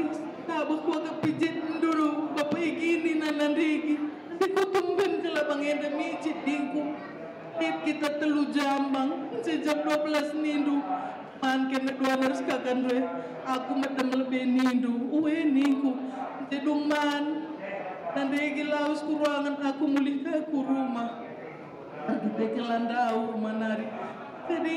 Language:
Batak Karo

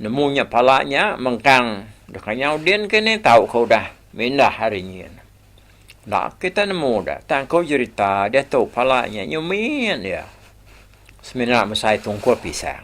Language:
Iban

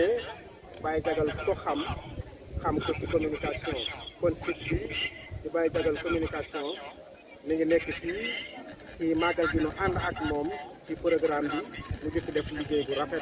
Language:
Wolof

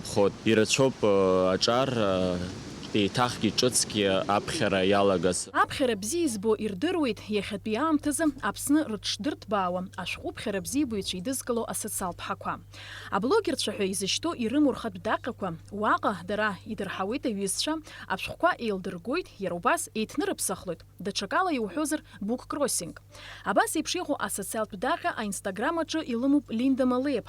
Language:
Abkhazian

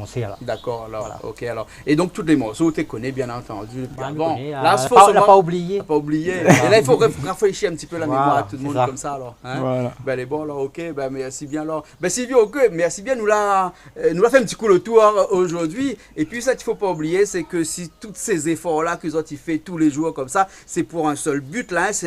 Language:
Réunion Creole French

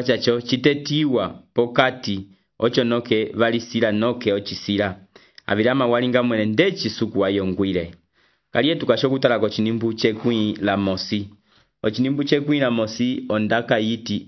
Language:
Umbundu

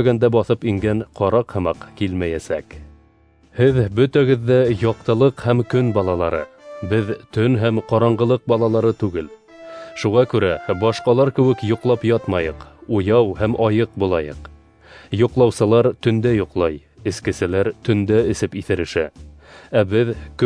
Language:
Bashkir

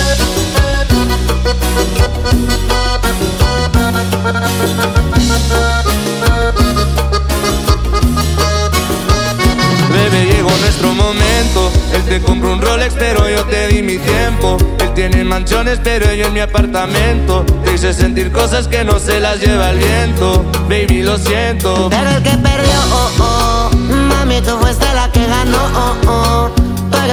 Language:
Spanish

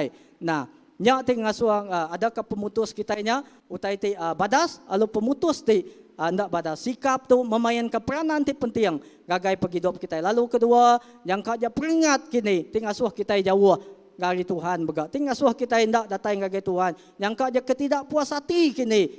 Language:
Iban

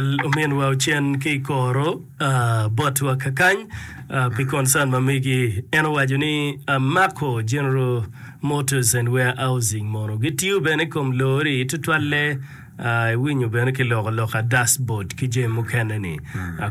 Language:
Acoli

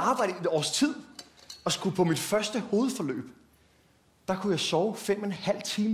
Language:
Danish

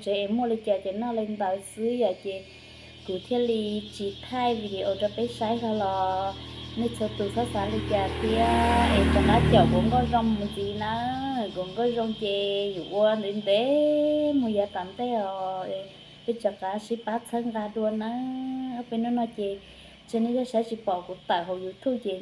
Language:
Hmong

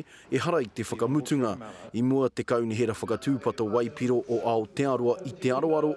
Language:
Māori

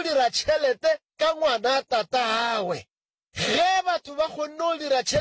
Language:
Northern Sotho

